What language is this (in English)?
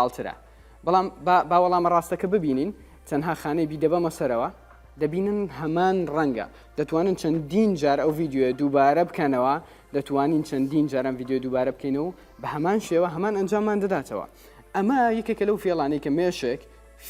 Central Kurdish